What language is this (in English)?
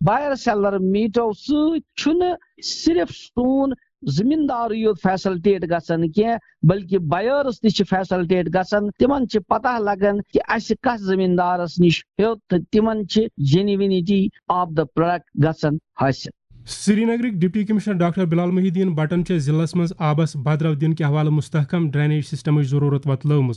Kashmiri